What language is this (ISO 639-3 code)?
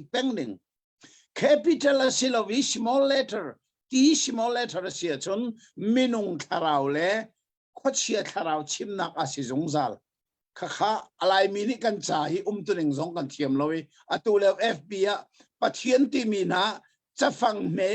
cnh